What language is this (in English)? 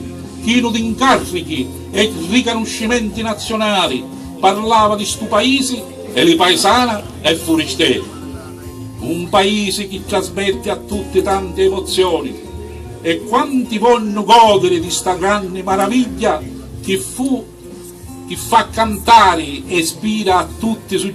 Sicilian